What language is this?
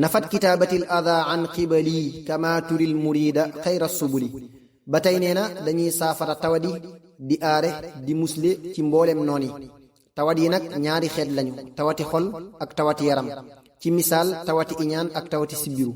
Wolof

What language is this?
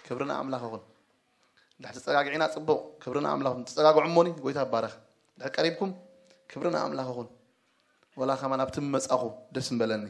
Tigrinya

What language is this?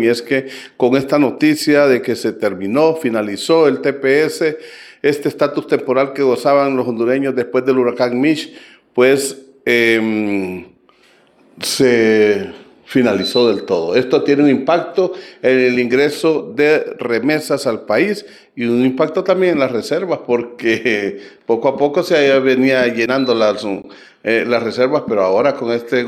Spanish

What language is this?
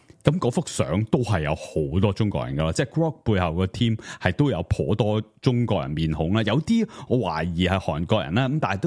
Cantonese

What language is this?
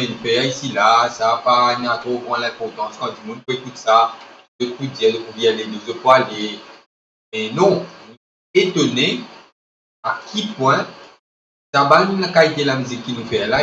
Morisyen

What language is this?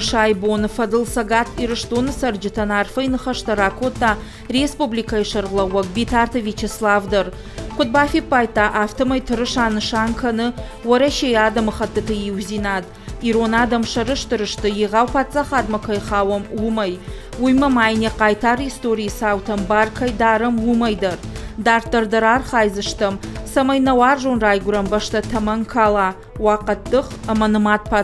Ossetic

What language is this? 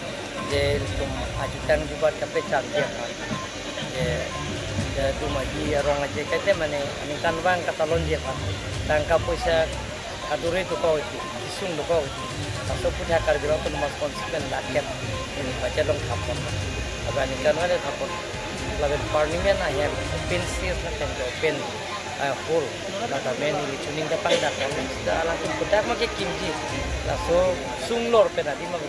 Karbi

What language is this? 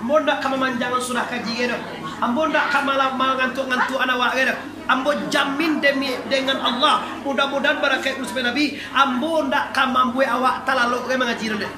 Minangkabau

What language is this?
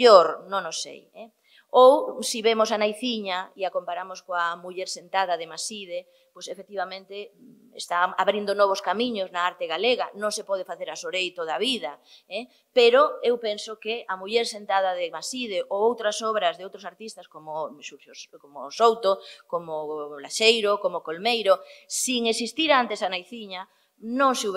Galician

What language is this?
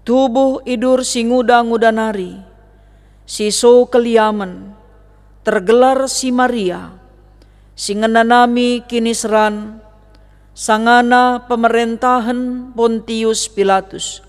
Batak Karo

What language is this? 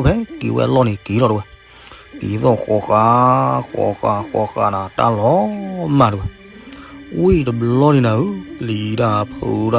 S'gaw Karen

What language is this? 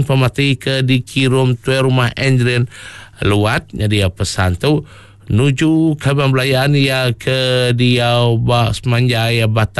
Iban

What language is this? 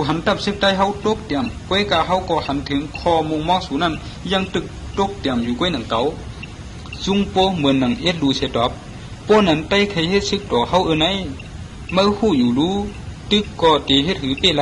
Shan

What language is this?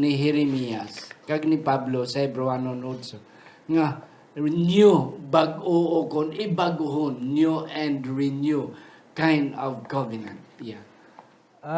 Hiligaynon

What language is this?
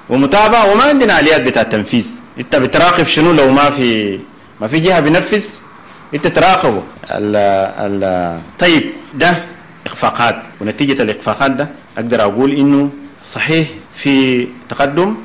Sudanese Arabic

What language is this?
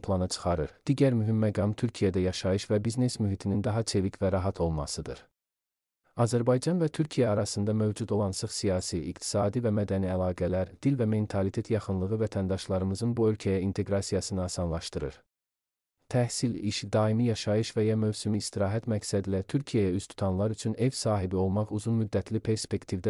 Azerbaijani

